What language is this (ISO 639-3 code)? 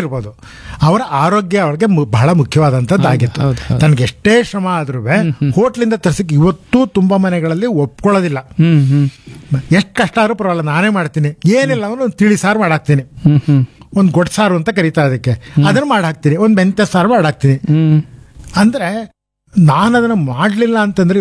kan